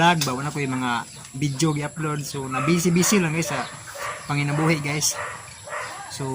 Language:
Cebuano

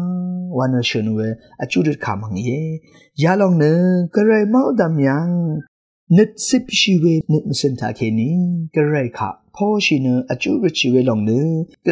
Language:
Rawang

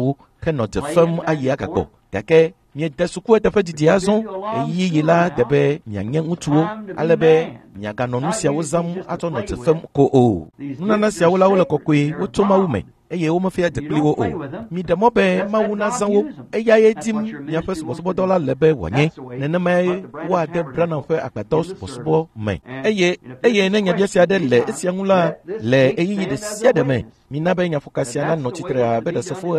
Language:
Ewe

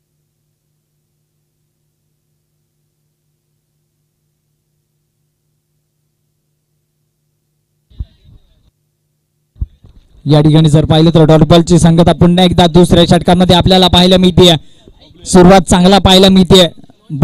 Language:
Marathi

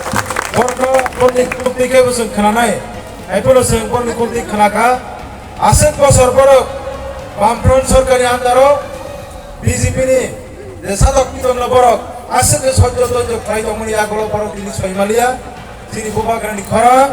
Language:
Kok Borok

